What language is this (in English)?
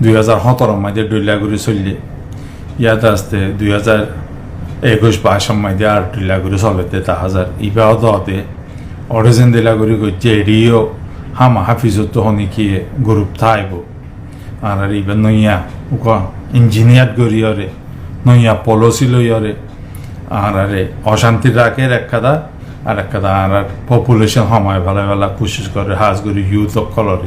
Rohingya